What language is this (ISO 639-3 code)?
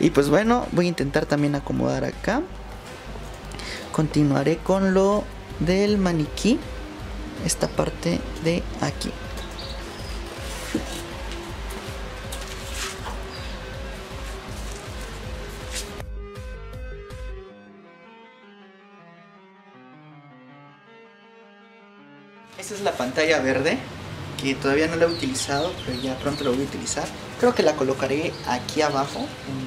spa